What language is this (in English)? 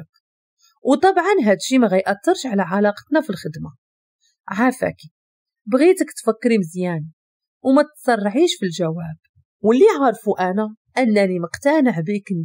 Moroccan Arabic